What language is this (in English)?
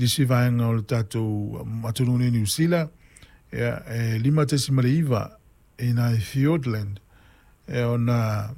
Samoan